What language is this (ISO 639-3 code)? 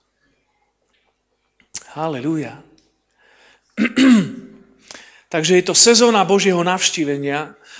slk